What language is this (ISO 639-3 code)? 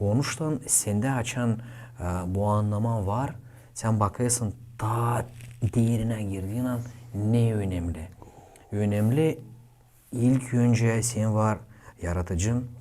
gag